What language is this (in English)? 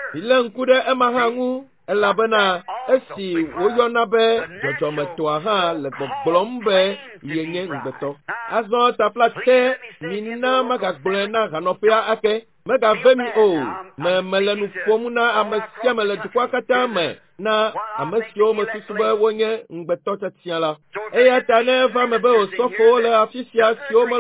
Ewe